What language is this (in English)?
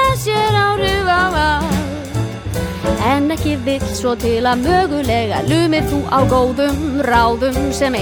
Icelandic